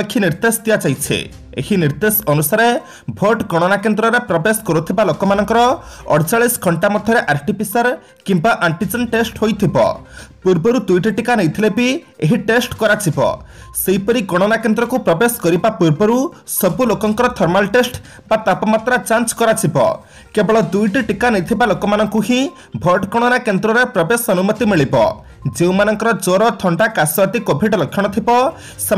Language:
Odia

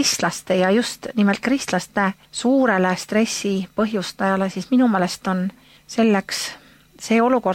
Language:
Estonian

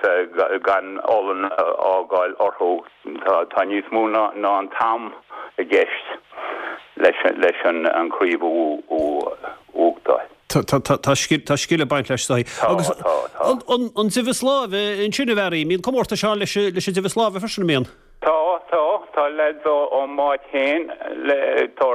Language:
Irish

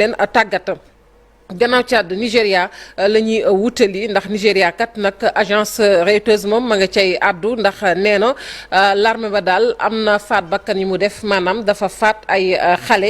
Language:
Wolof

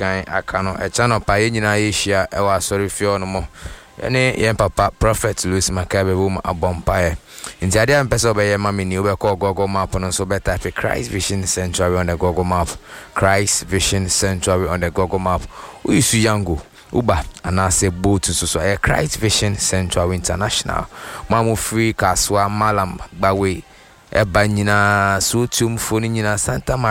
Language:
Akan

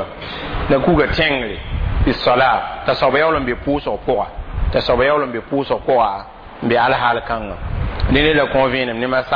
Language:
Mossi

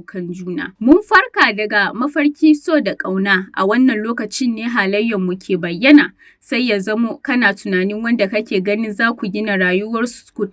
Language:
Hausa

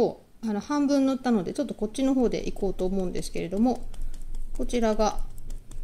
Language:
Japanese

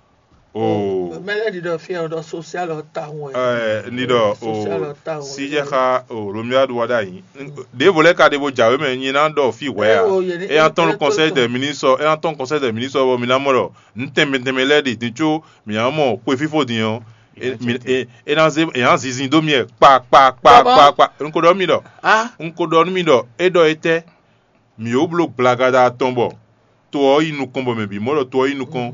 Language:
Fon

